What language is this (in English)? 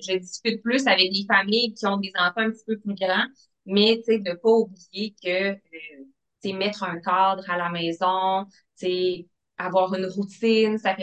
French